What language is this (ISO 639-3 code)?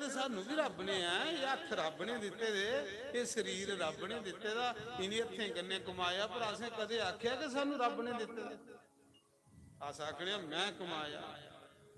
doi